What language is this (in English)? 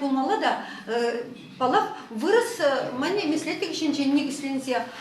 Chuvash